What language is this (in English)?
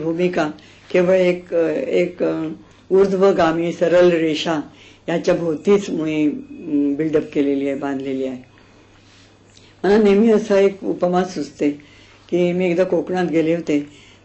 Marathi